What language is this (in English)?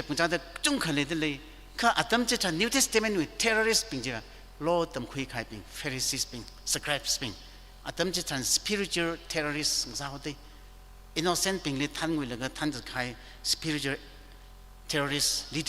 Tangkhul Naga (India)